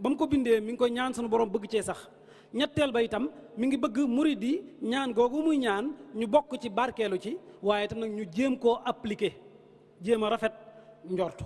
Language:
Wolof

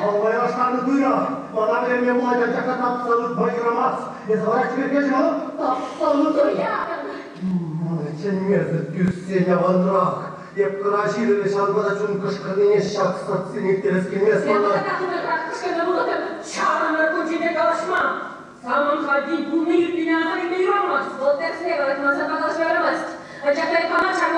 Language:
Chuvash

